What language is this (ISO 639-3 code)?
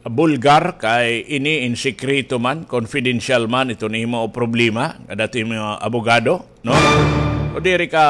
war